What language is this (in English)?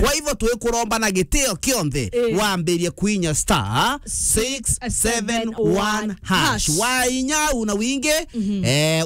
Meru